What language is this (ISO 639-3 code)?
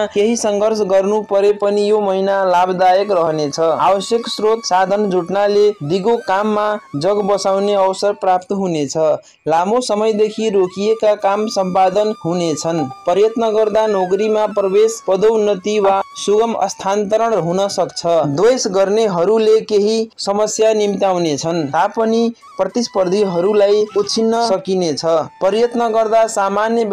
nep